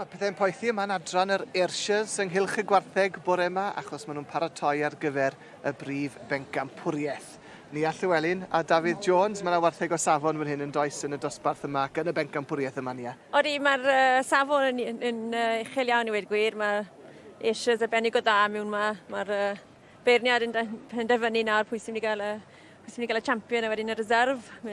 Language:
Welsh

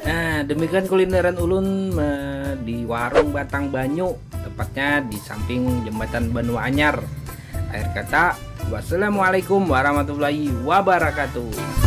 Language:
Banjar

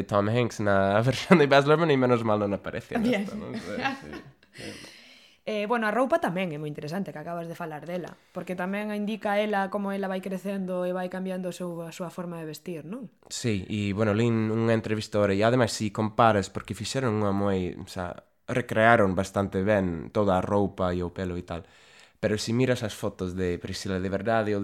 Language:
Galician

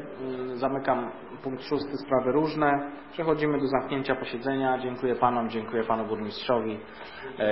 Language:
Polish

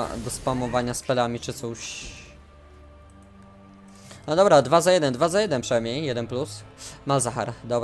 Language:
Polish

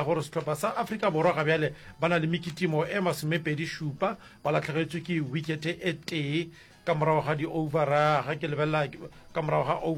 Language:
Northern Sotho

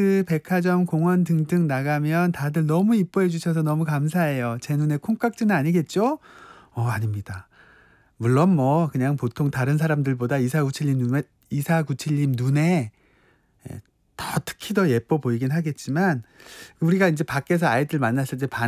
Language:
Korean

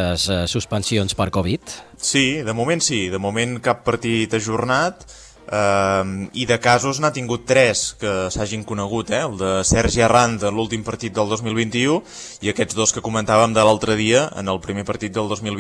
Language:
Catalan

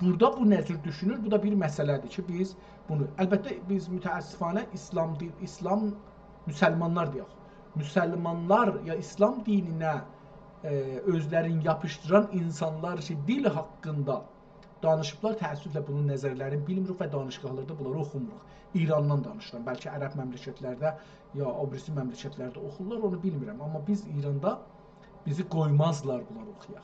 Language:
South Azerbaijani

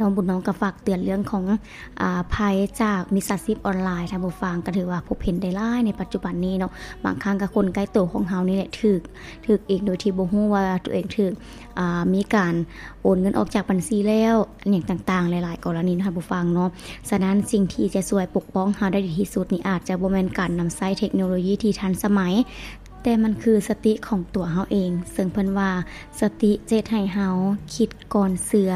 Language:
Lao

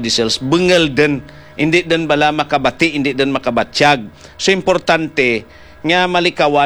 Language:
Hiligaynon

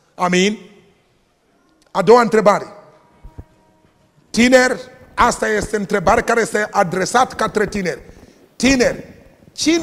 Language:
Romanian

